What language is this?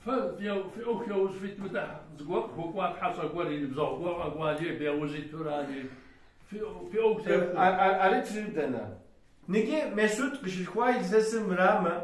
Kabardian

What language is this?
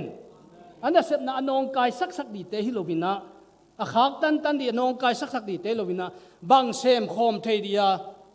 Tedim Chin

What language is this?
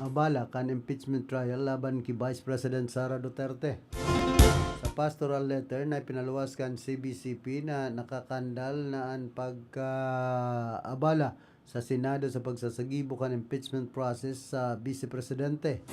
Bikol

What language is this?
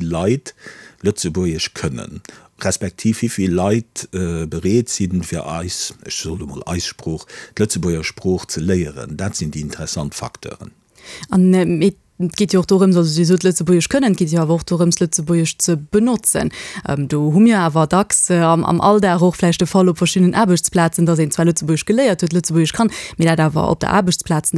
Luxembourgish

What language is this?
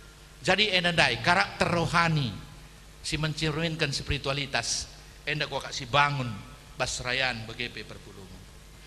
Batak Karo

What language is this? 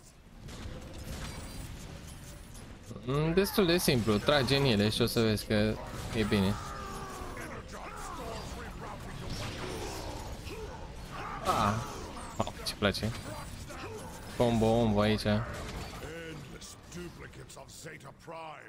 Romanian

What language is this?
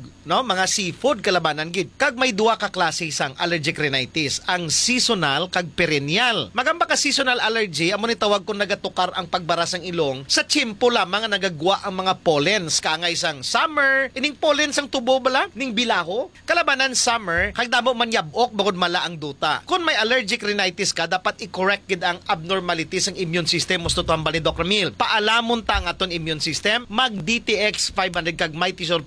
Hiligaynon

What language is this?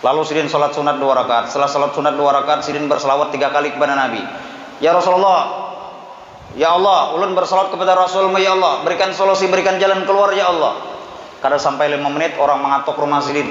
Banjar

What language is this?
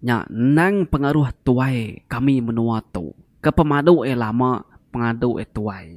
Iban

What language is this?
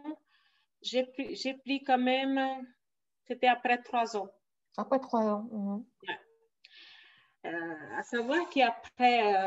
French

